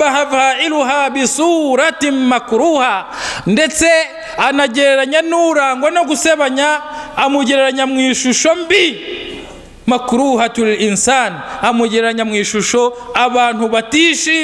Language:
Kinyarwanda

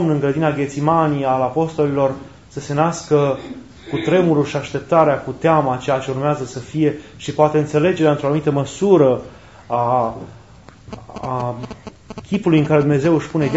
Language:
Romanian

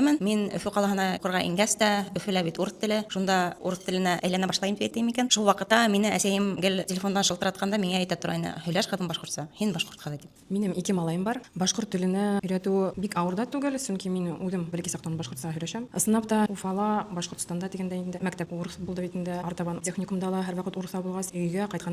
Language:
Bashkir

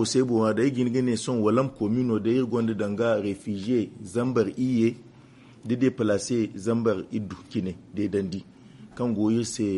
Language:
Zarma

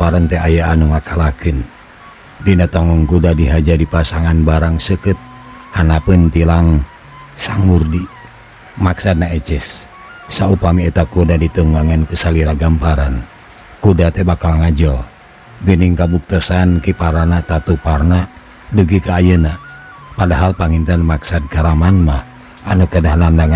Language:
Sundanese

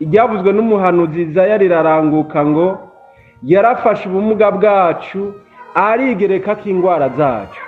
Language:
Rundi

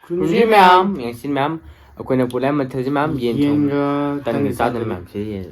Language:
Manipuri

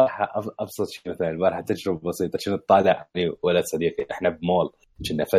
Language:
Mesopotamian Arabic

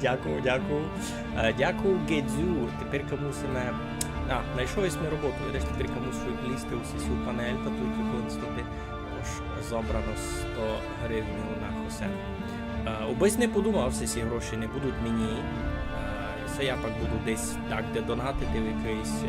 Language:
Rusyn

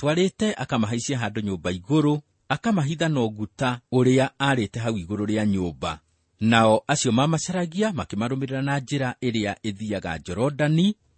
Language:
Kikuyu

